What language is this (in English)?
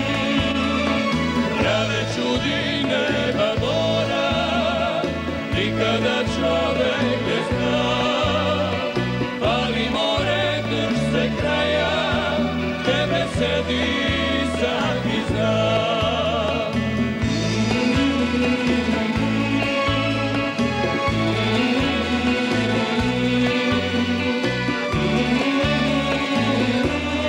Serbian